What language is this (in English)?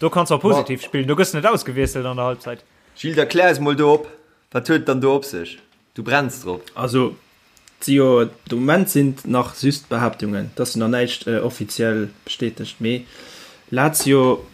Luxembourgish